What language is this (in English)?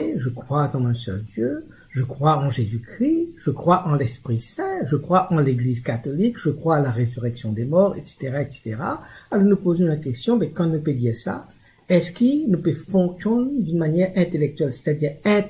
Morisyen